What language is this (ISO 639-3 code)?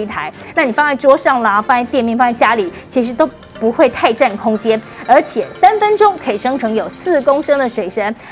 zho